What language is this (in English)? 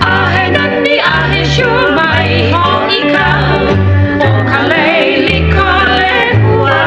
Hawaiian